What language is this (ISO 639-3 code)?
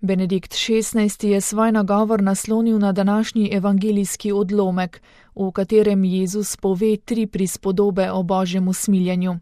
slv